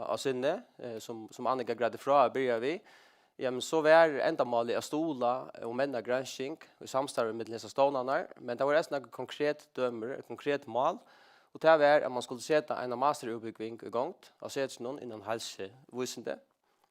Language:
Faroese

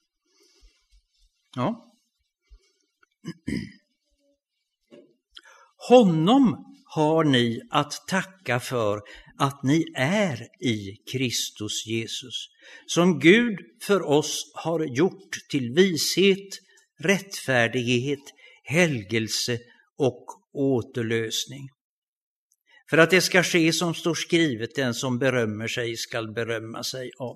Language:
Swedish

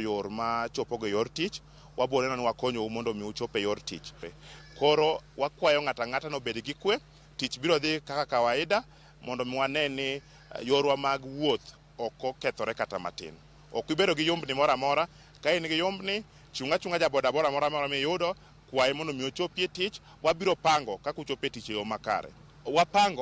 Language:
Luo (Kenya and Tanzania)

